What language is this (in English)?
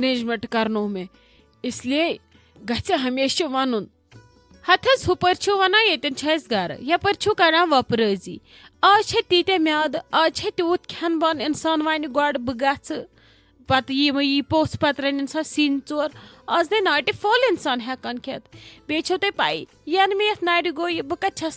Kashmiri